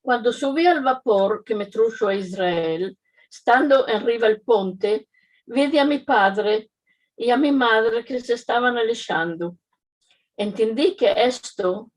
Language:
Ladino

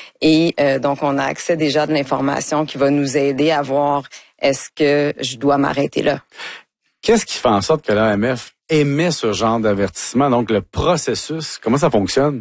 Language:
French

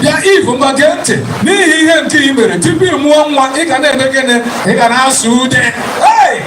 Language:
Igbo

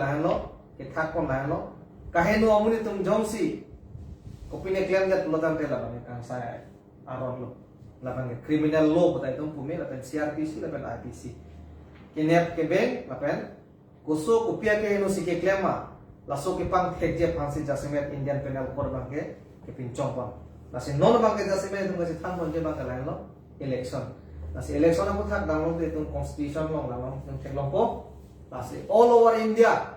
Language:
Karbi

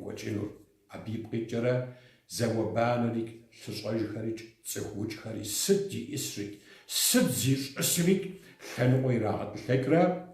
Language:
Kabardian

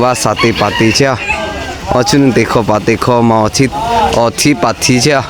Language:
Lahu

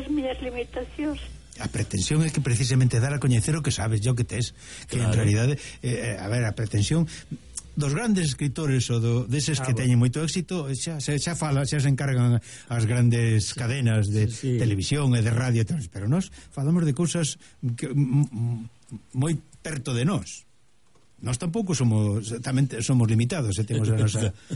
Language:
Galician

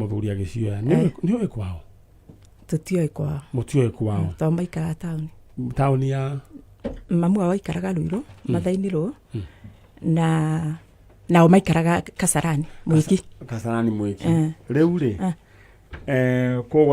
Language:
Kikuyu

